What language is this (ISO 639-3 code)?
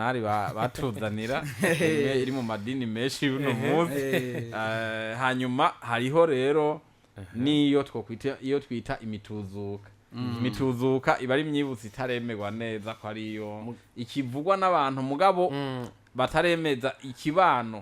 run